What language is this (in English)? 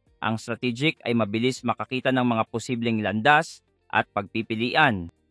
Filipino